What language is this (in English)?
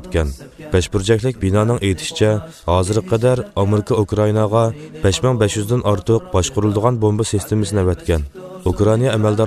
Uyghur